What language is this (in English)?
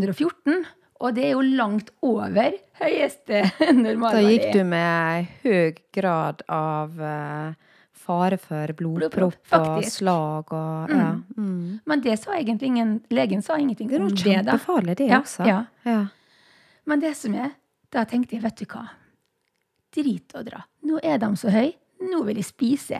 Norwegian